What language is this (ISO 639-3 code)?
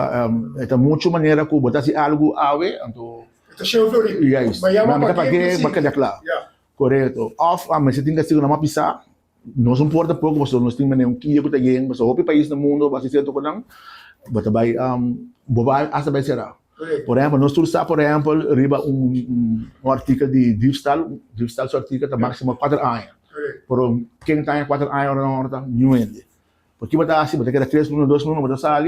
pap